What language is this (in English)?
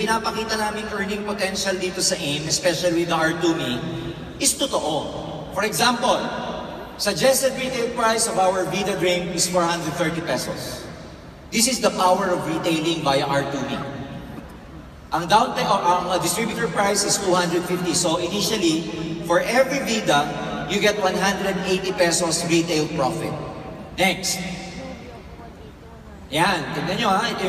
Filipino